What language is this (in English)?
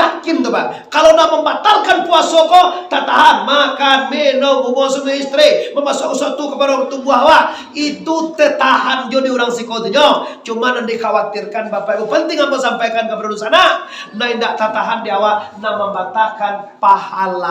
Minangkabau